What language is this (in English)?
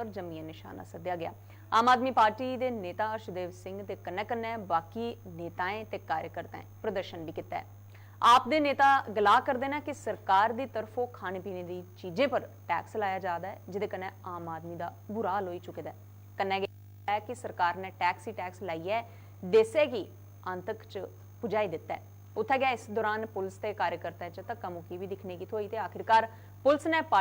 Dogri